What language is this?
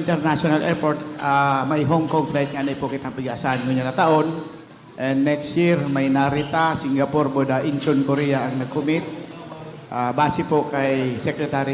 Bikol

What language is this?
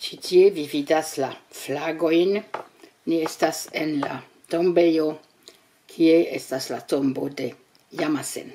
Esperanto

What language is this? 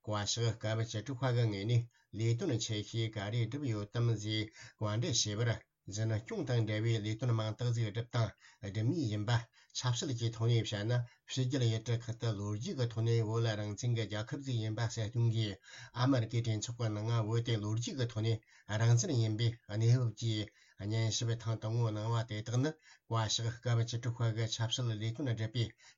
Tibetan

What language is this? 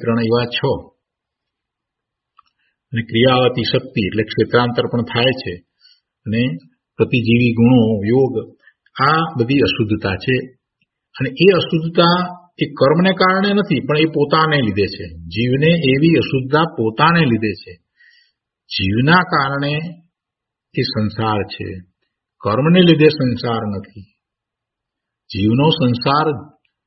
Gujarati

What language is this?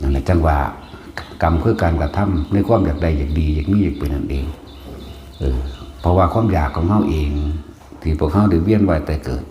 Northeastern Thai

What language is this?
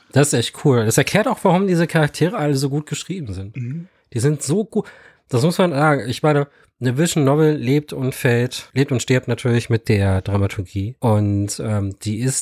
German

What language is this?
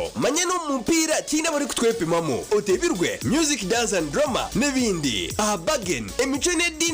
Nyankole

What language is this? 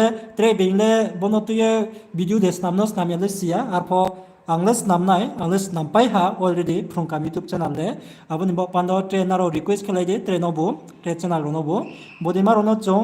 Riang (India)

